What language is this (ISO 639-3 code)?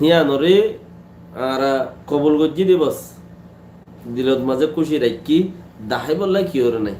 rhg